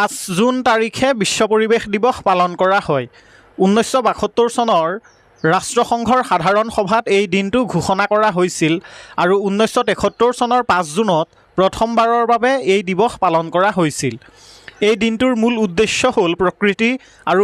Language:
Assamese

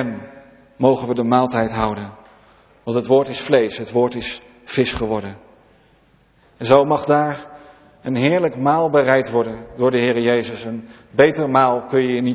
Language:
Dutch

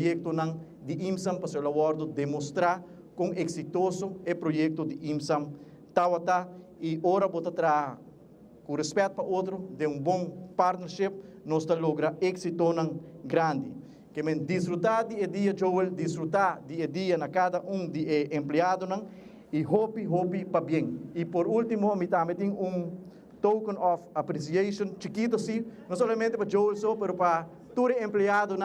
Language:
Papiamento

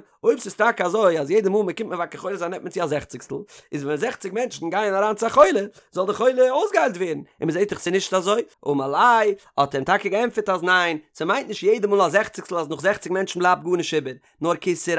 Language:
Yiddish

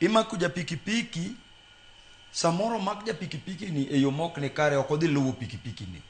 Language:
Luo (Kenya and Tanzania)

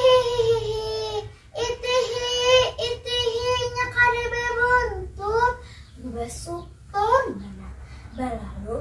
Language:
Banjar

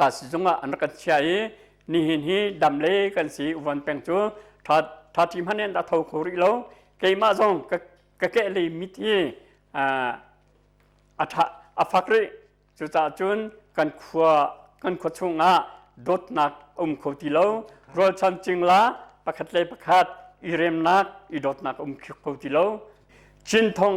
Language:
Hakha Chin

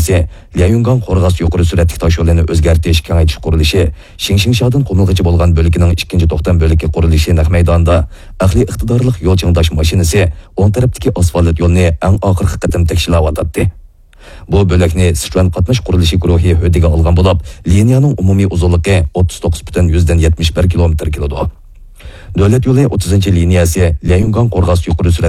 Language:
Uyghur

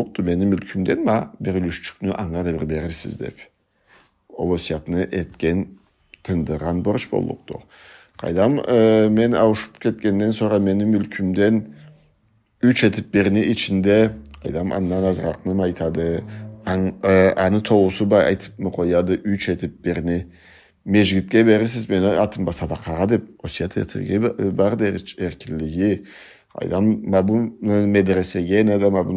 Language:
Karachay-Balkar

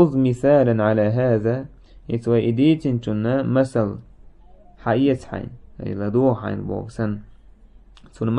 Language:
Chechen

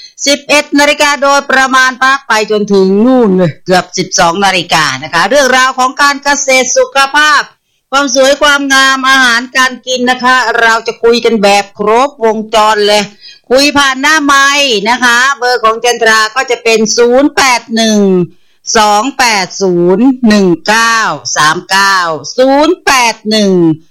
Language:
Thai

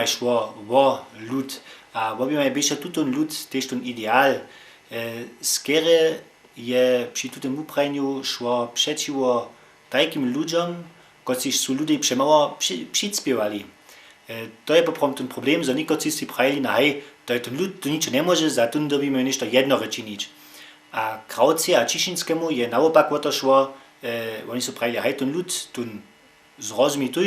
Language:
Upper Sorbian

